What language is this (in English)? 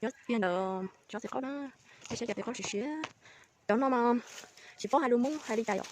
Hmong